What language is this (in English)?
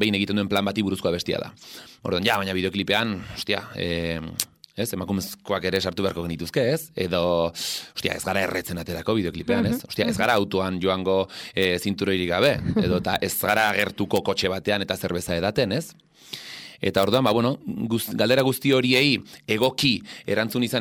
Basque